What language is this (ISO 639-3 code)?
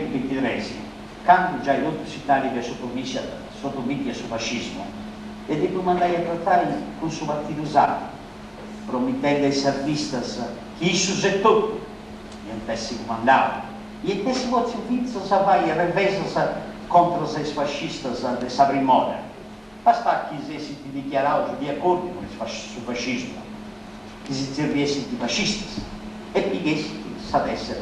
srd